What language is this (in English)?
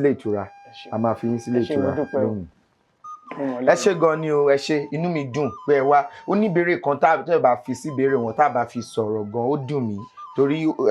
Yoruba